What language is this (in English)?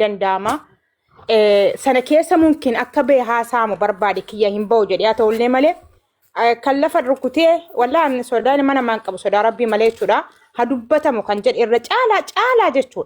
Oromo